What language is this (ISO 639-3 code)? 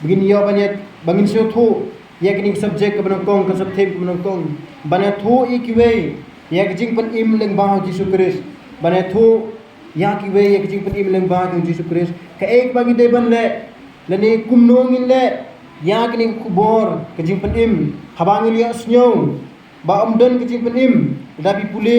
kha